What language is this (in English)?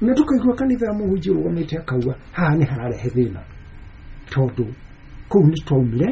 Kikuyu